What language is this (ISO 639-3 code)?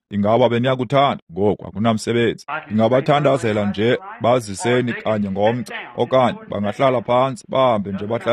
xho